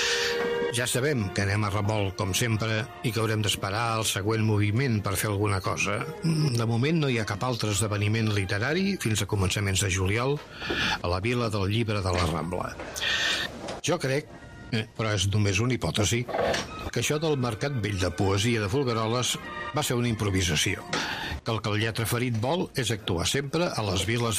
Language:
Catalan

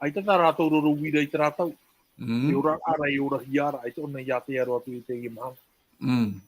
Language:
Tahitian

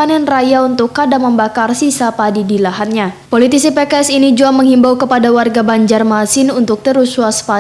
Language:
Banjar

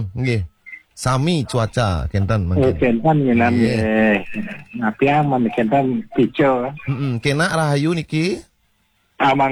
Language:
Balinese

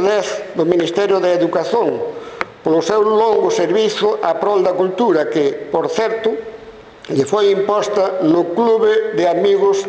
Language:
Galician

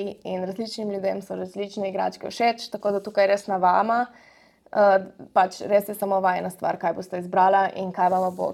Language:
Slovenian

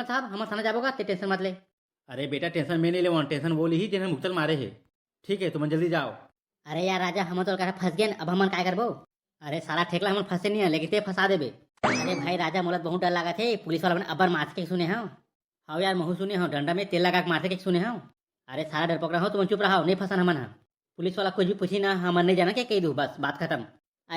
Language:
Chhattisgarhi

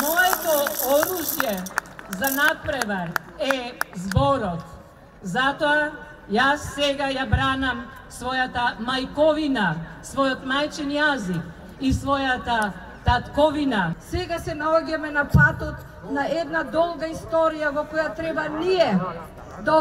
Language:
Macedonian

